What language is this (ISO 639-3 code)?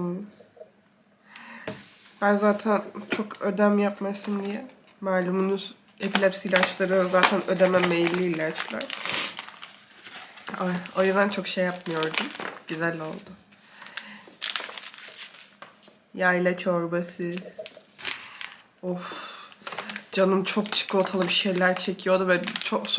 tur